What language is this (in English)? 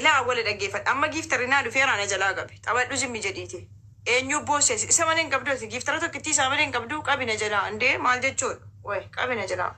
Oromo